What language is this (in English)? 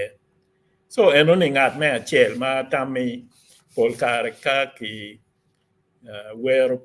Acoli